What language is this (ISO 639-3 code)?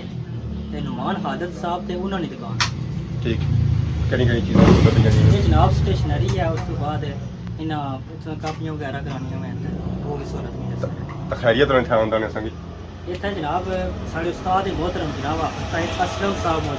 phr